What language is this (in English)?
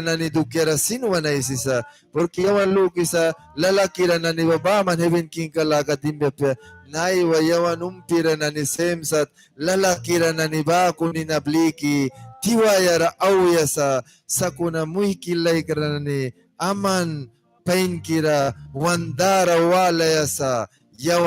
Mískito